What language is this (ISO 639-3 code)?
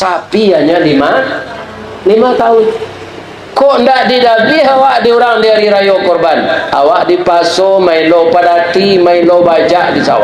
min